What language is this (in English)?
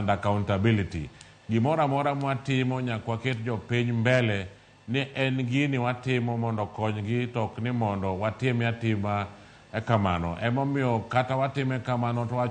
Luo (Kenya and Tanzania)